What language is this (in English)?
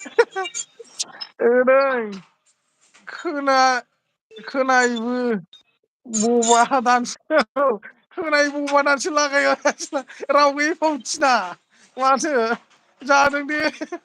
Bodo